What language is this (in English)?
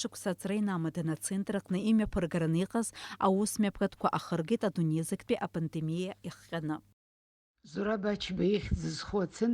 Abkhazian